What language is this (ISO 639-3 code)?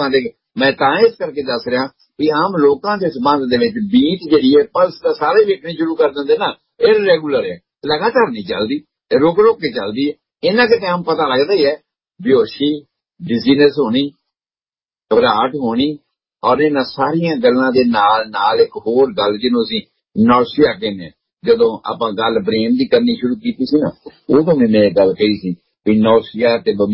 pan